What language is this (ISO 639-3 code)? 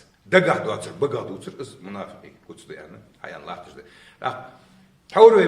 inh